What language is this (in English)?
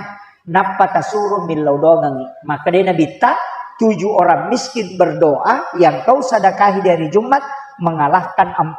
Buginese